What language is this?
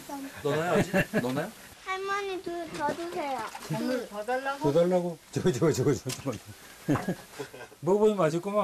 Korean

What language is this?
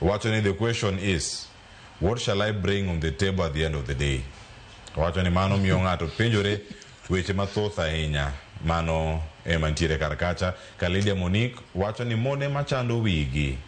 Luo (Kenya and Tanzania)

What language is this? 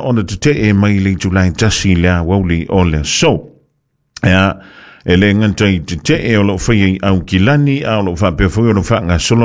Samoan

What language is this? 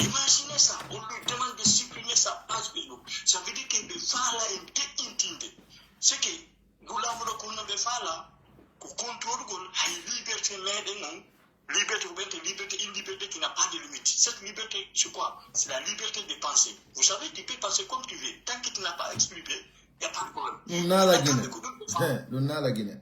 Pular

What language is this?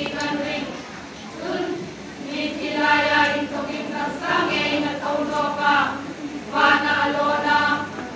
Hmar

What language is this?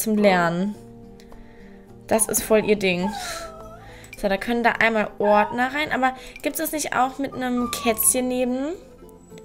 German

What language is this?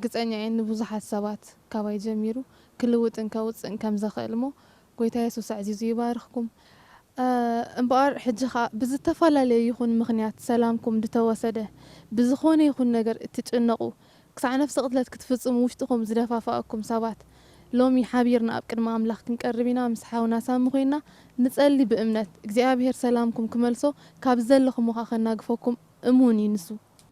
Tigrinya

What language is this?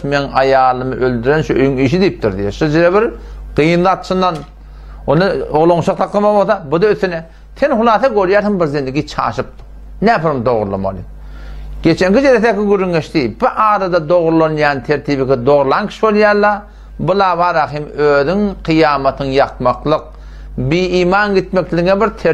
Turkmen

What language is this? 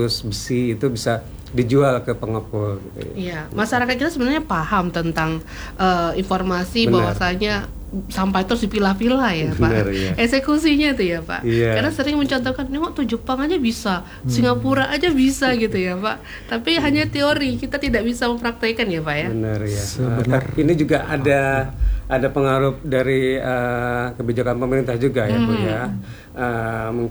Indonesian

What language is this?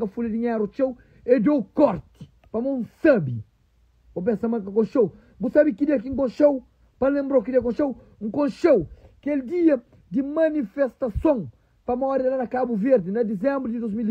Kabuverdianu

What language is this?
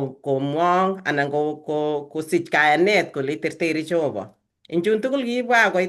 Kalenjin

